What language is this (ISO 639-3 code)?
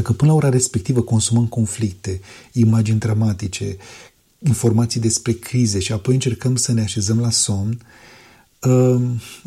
ron